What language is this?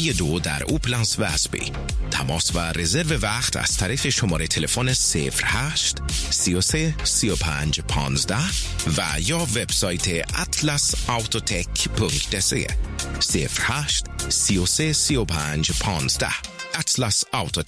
Persian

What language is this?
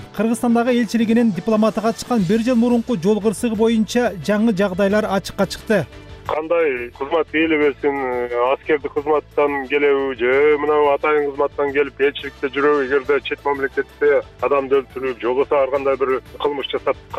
Kyrgyz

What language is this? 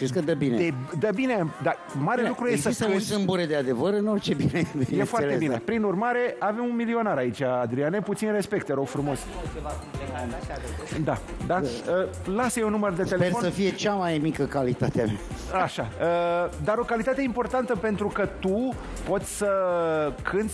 Romanian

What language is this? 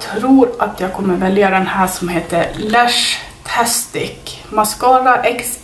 Swedish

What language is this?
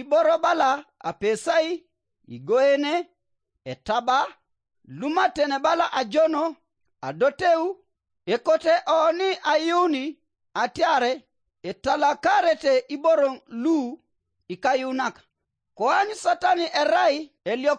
Teso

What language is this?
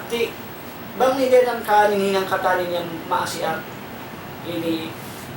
Tausug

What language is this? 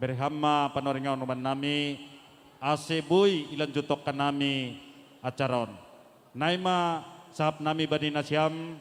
Batak Simalungun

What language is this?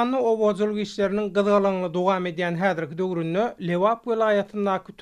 Turkmen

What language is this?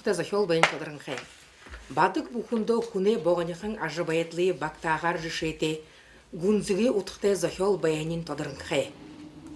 Buriat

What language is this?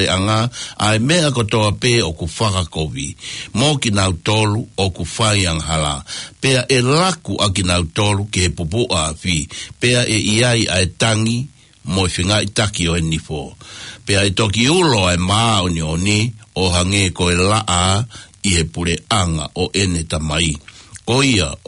Tongan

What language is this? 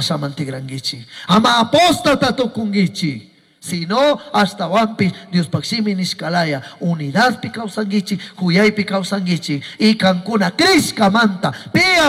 Chimborazo Highland Quichua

